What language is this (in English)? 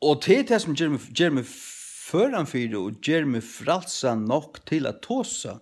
Faroese